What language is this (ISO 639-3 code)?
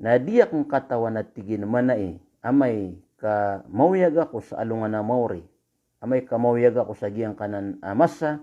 mrw